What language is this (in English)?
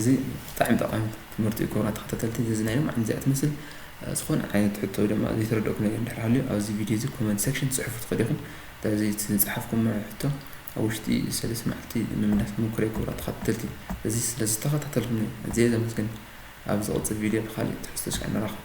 Tigrinya